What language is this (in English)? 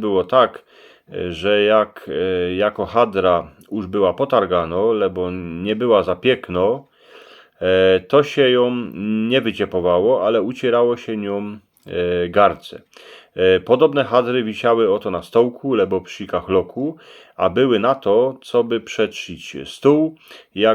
Silesian